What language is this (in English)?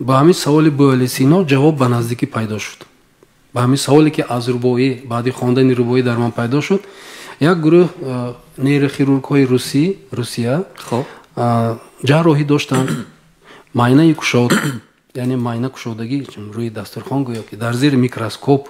Tajik